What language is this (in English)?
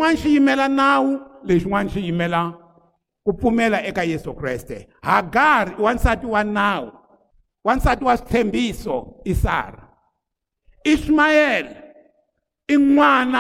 Tsonga